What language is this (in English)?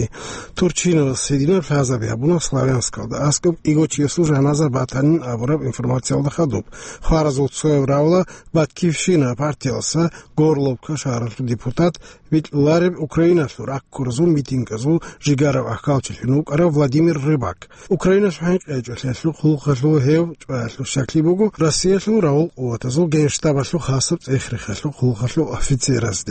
Avaric